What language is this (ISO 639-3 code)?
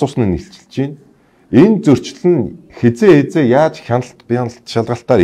mon